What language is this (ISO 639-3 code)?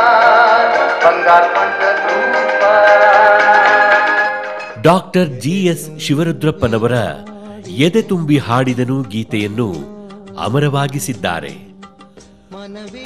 kan